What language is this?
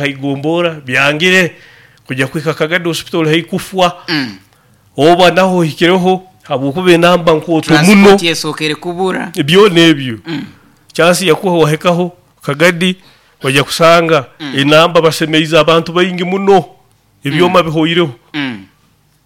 Nyoro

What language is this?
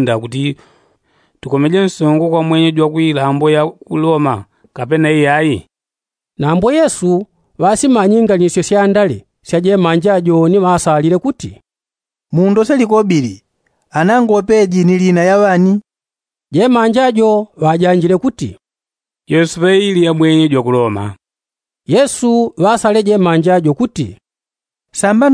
Yao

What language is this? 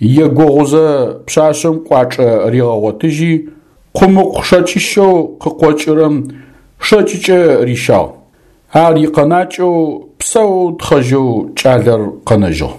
Adyghe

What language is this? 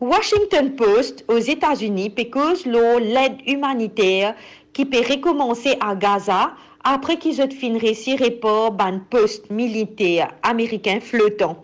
Morisyen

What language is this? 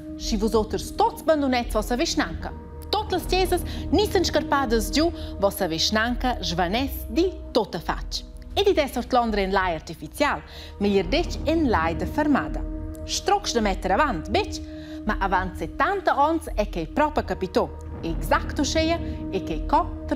Romansh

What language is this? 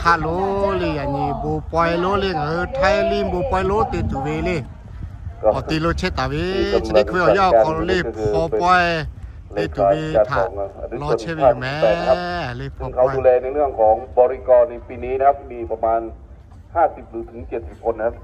Lahu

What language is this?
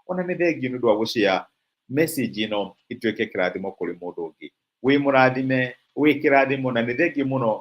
Kikuyu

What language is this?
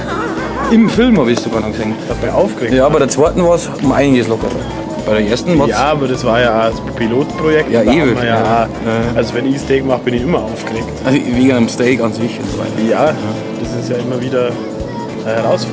Bavarian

